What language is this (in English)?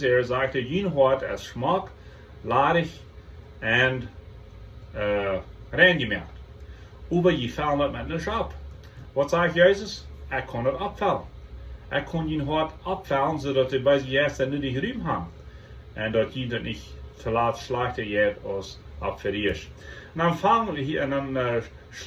Plautdietsch